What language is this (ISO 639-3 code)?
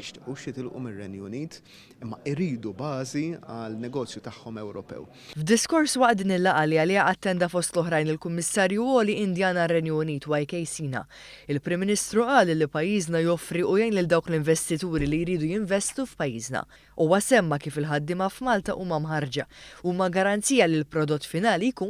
mlt